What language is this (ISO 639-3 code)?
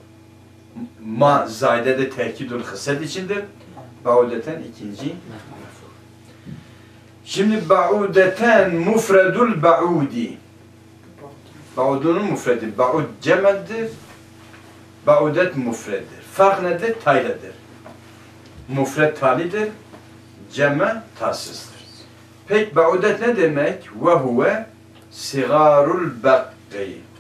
tur